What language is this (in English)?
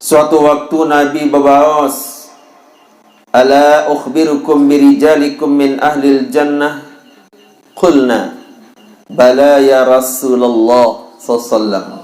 Sasak